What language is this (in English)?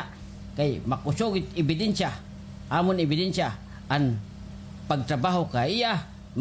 Waray